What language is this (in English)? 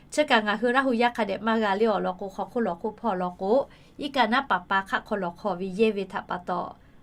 Lahu